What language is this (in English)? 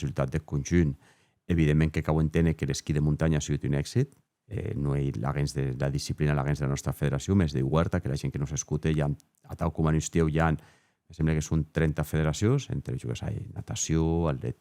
Occitan